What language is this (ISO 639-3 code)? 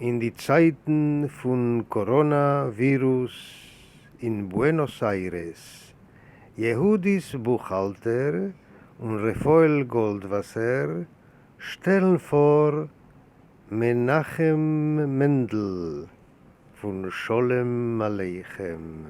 yid